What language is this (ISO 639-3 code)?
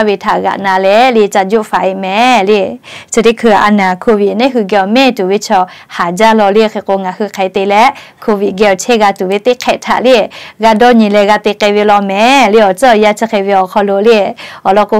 lhu